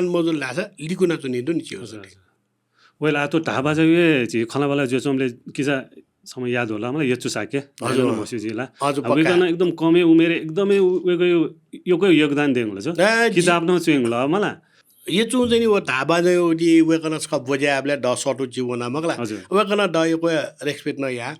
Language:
Newari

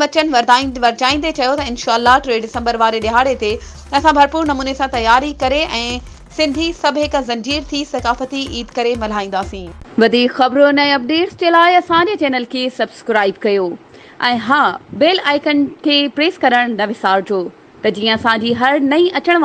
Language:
Sindhi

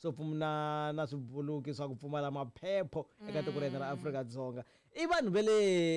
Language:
Tsonga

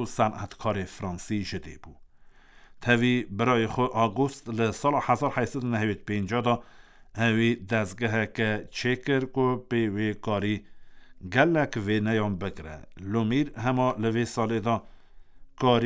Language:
Kurdish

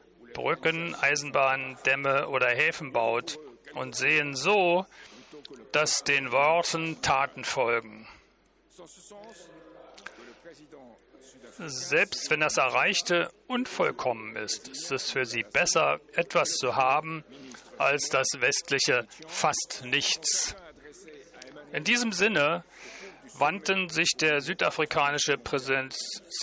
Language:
German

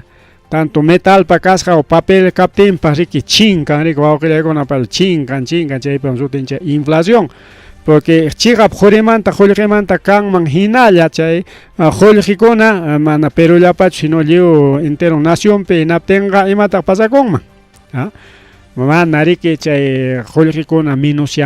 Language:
Ayacucho Quechua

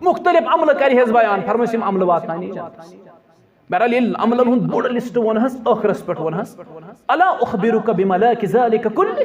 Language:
Kashmiri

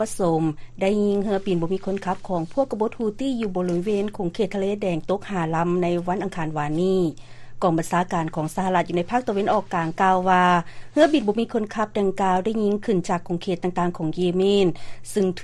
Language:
Lao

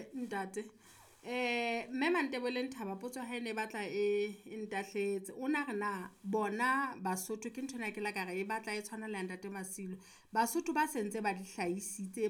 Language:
Southern Sotho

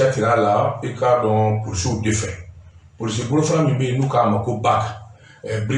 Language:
Bambara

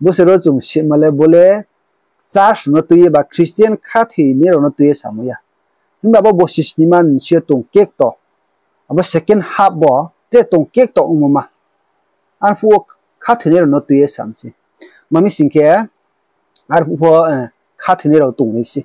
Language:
Riang (India)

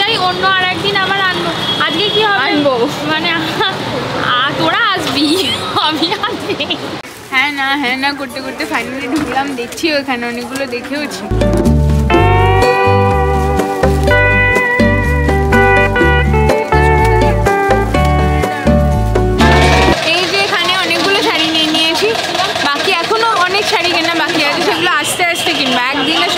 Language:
Bangla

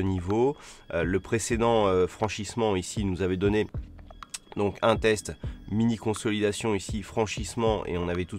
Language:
French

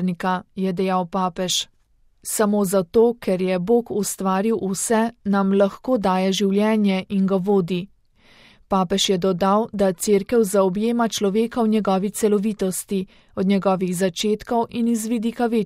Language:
Slovenian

